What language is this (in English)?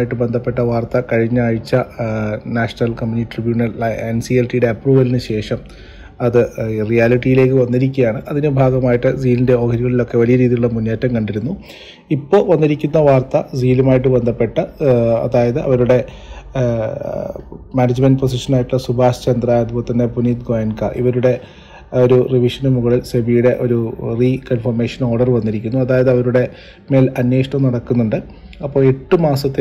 Malayalam